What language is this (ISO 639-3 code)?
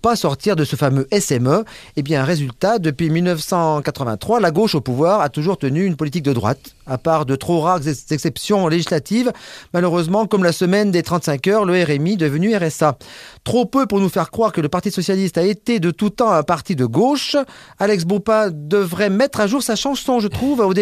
fra